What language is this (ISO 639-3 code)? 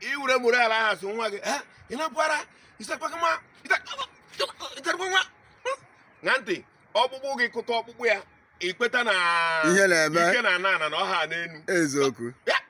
ibo